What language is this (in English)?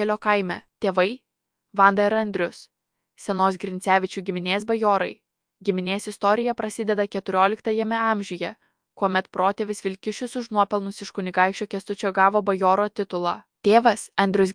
Lithuanian